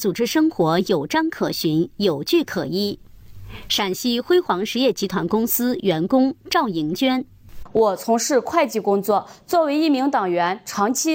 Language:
Chinese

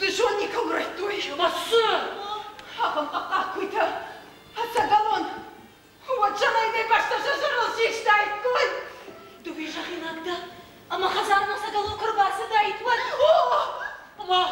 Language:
Ossetic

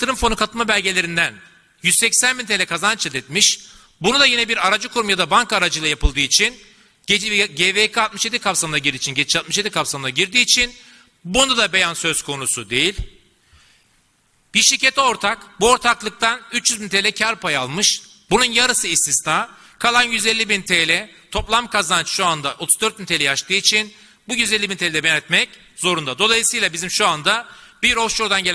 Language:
Turkish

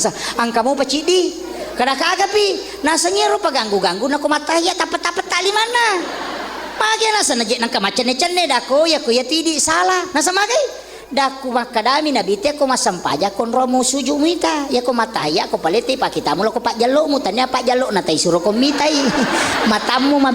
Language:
Buginese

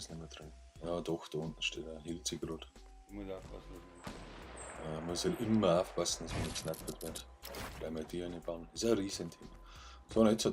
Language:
Bavarian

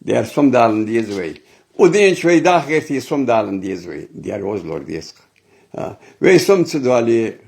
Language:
Ingush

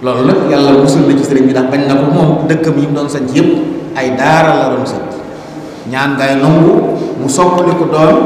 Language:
Wolof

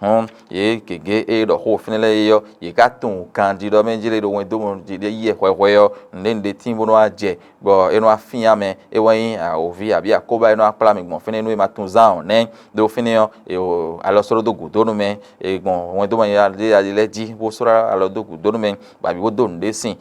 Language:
Fon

